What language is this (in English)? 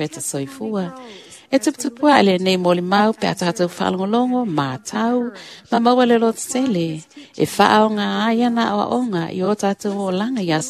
Samoan